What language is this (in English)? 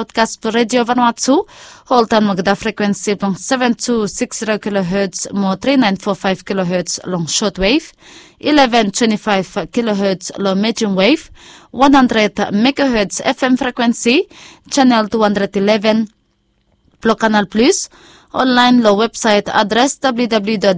Bislama